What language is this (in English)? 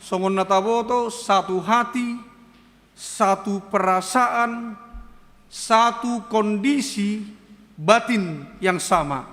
Batak Toba